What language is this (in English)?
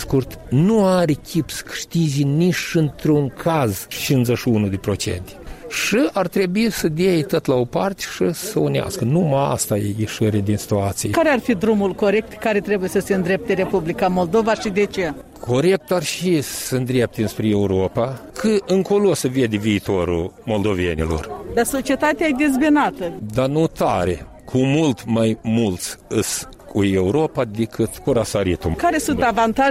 Romanian